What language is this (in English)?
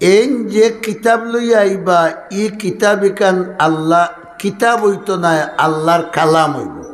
Sylheti